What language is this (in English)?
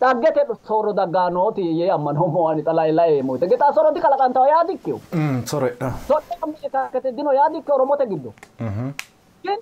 Sidamo